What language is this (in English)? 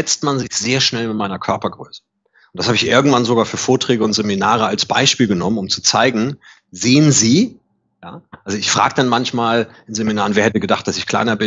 German